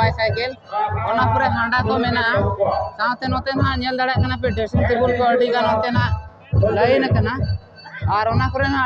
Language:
Santali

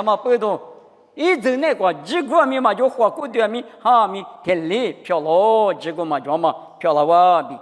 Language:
Lisu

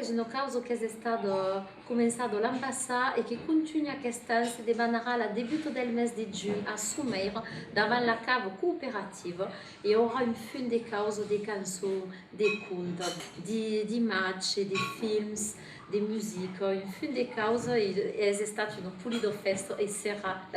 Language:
Occitan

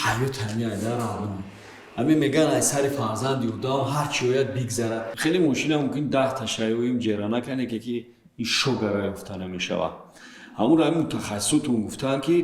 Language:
Tajik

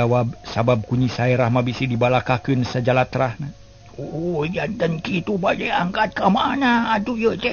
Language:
Sundanese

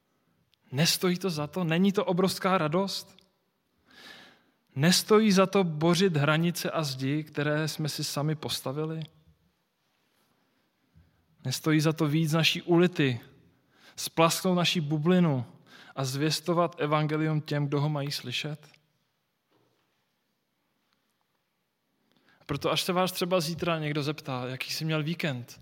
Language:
Czech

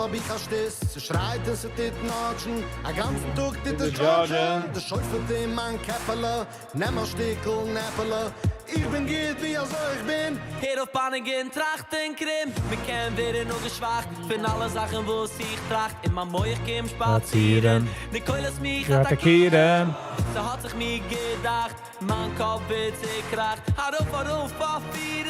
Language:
Yiddish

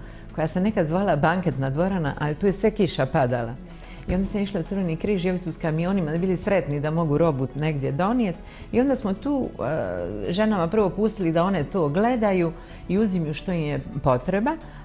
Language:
Croatian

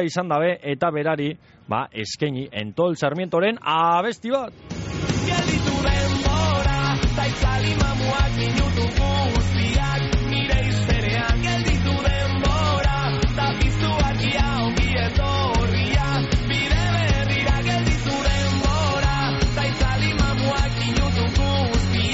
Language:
Basque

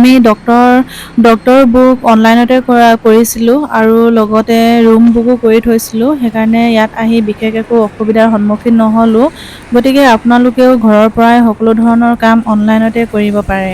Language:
Assamese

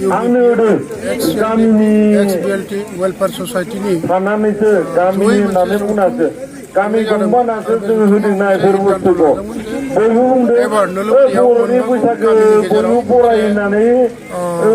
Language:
Bodo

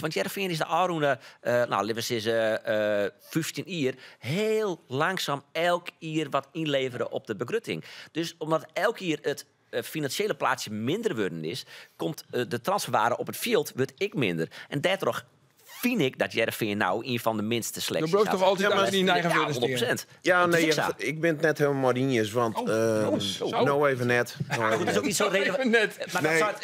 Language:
Western Frisian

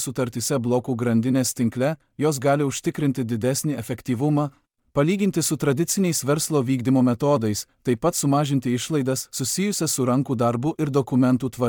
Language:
Lithuanian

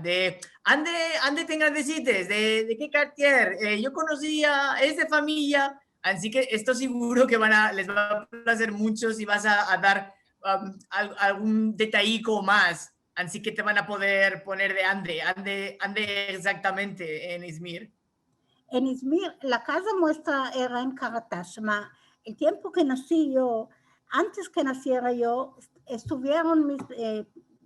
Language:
Ladino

